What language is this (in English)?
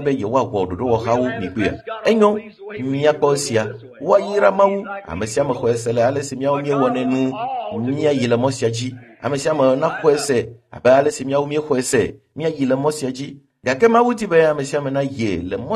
Ewe